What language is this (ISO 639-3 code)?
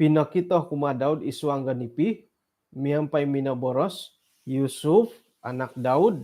dtp